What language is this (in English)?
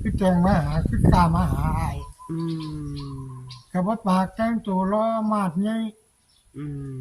Northeastern Thai